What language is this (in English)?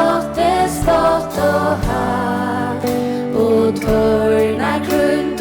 Faroese